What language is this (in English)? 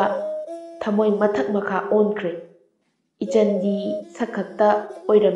Manipuri